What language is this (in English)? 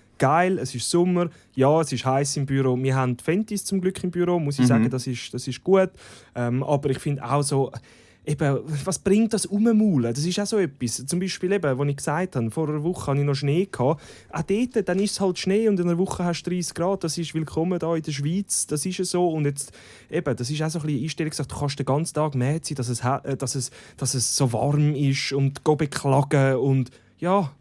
Swiss German